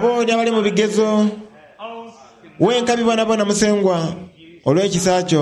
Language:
Soga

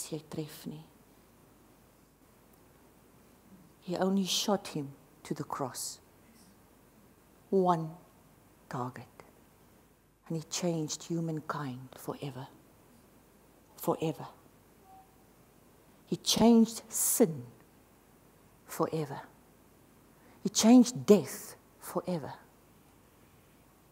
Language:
Afrikaans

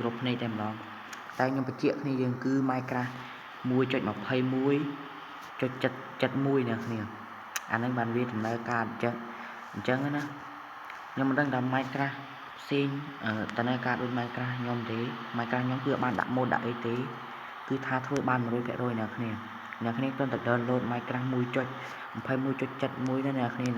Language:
Khmer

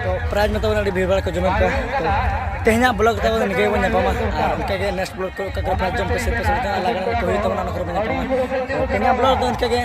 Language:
Santali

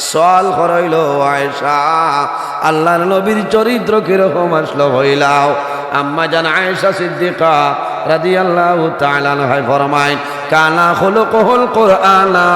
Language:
Sylheti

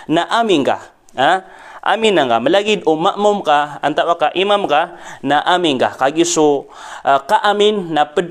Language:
Maranao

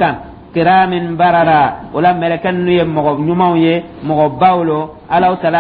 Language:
Dyula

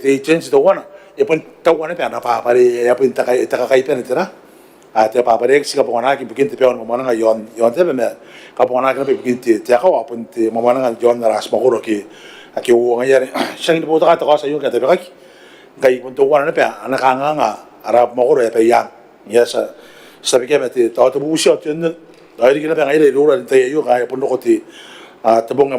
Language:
Gilbertese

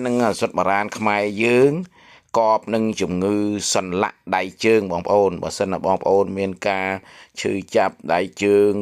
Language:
Khmer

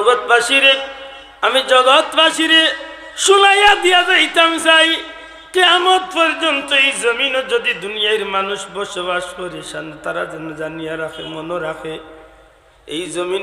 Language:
Sylheti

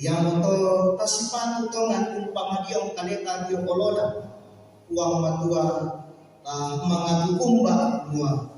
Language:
Toraja-Sa'dan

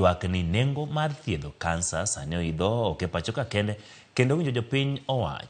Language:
Luo (Kenya and Tanzania)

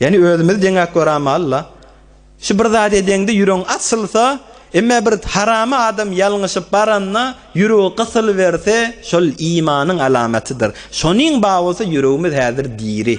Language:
Turkmen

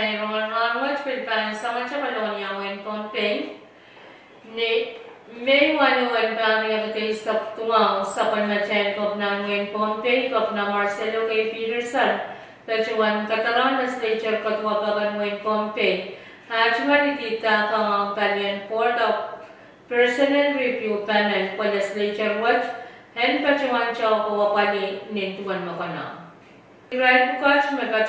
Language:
Pohnpeian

